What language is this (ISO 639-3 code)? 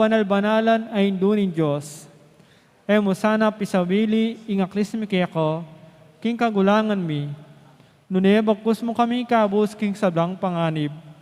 pam